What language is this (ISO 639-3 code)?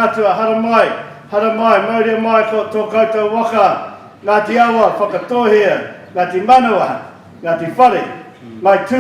mri